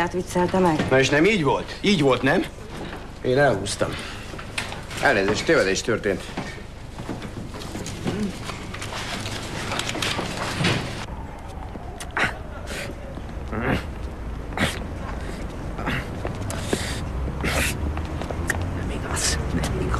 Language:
Hungarian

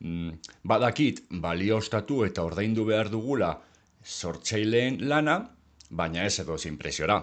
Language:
Basque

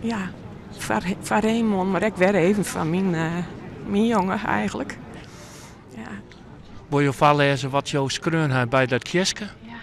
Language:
Western Frisian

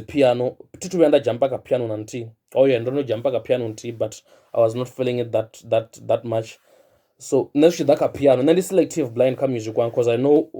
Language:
Venda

